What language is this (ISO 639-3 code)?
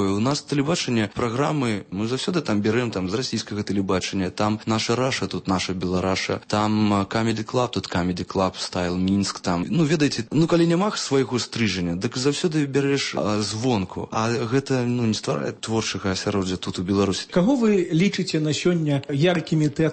bel